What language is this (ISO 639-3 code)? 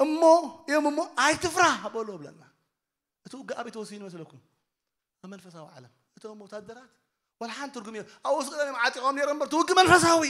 tir